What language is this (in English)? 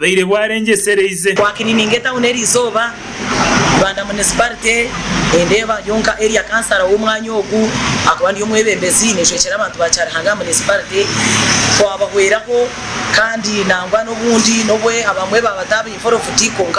Nyankole